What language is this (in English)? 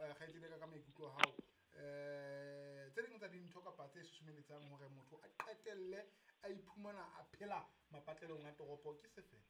Southern Sotho